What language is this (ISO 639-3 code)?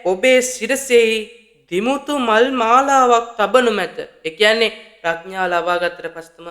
sin